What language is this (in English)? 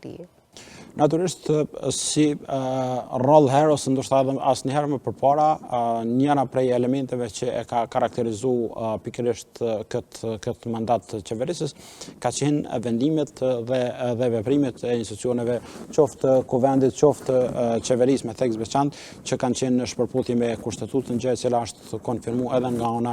Albanian